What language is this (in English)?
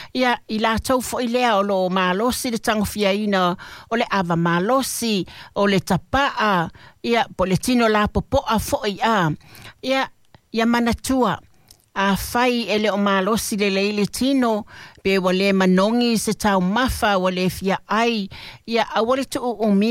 Samoan